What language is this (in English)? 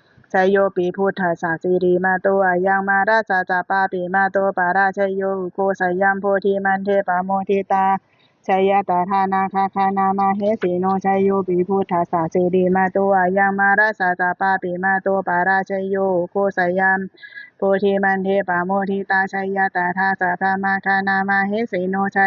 Pali